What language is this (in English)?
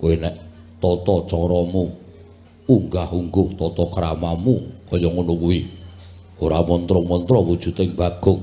Javanese